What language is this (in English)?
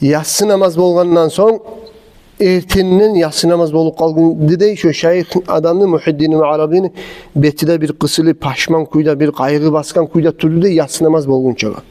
Kumyk